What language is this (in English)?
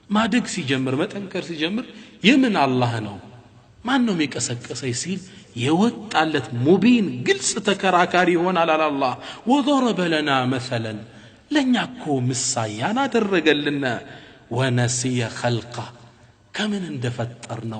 Amharic